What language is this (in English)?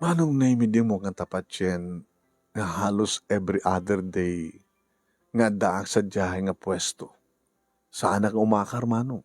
Iloko